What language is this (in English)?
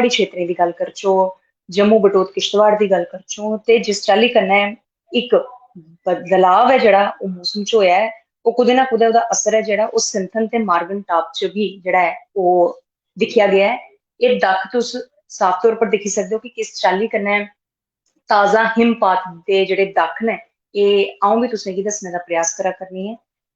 Dogri